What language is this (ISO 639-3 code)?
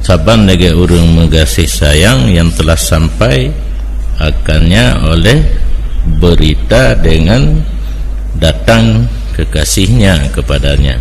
ace